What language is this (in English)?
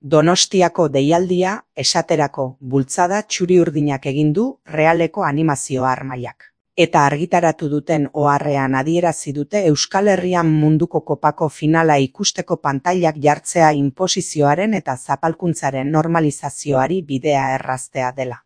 Basque